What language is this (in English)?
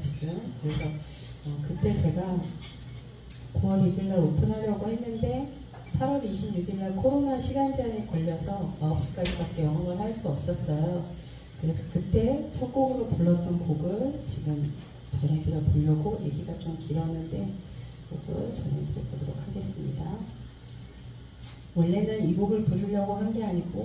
Korean